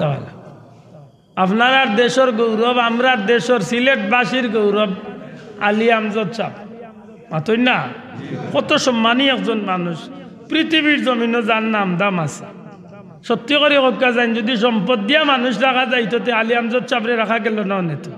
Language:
Sylheti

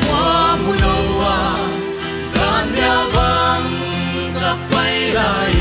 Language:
Paite Chin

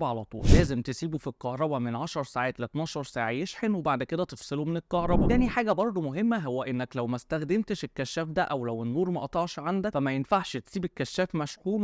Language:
Egyptian Arabic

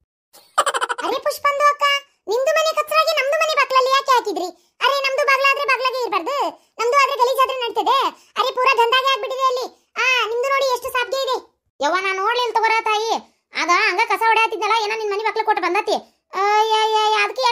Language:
Kannada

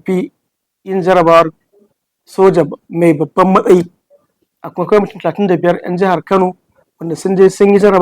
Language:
Hausa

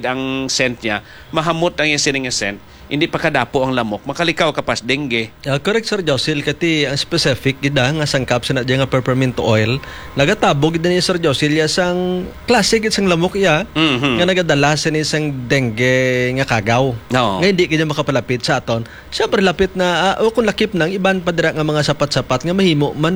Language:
Hiligaynon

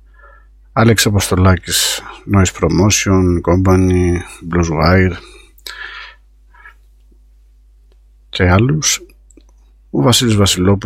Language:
Greek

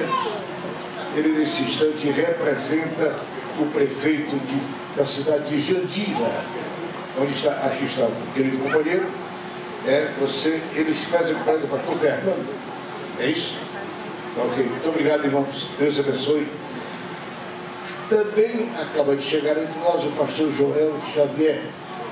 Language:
Portuguese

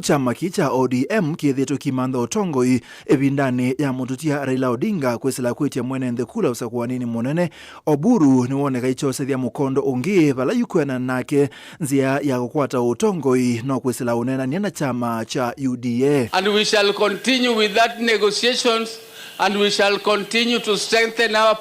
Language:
Kamba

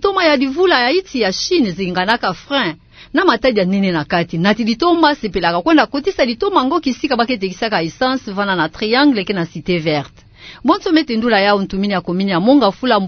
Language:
Kituba (Democratic Republic of Congo)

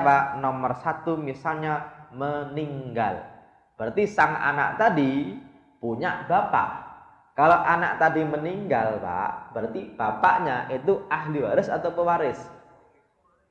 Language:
Indonesian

